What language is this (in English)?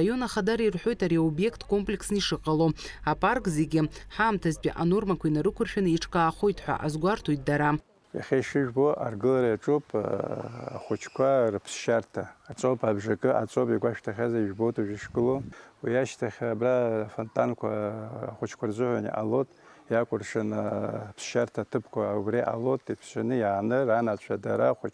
Abkhazian